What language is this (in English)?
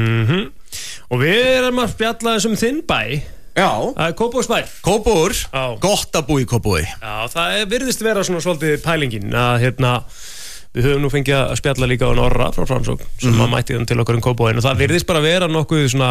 Icelandic